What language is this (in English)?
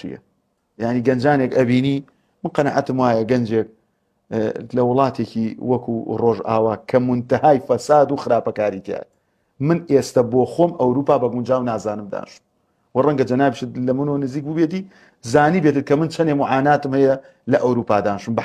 Central Kurdish